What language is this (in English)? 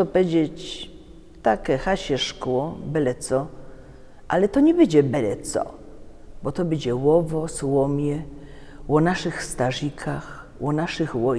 Silesian